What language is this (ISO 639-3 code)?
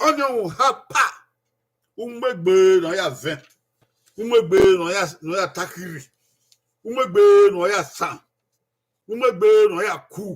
bin